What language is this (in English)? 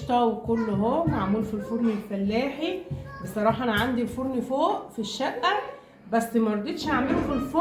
Egyptian Arabic